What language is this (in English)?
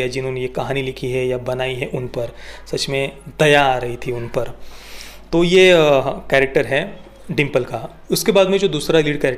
Hindi